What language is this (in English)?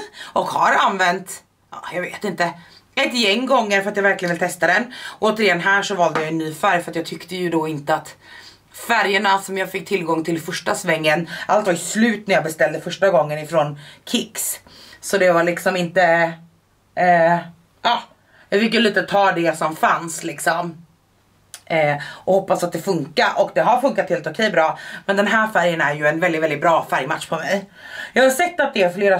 Swedish